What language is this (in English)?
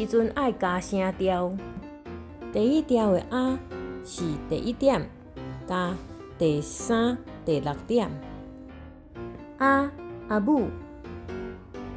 Min Nan Chinese